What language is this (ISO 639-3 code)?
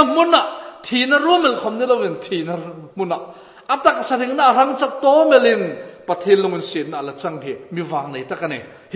hmr